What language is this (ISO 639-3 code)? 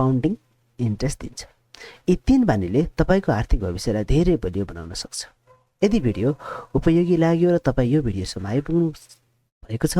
nep